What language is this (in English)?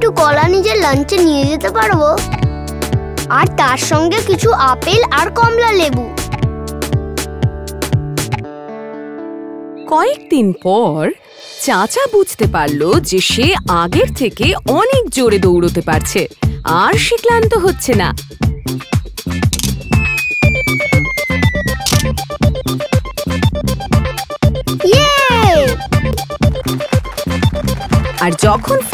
Bangla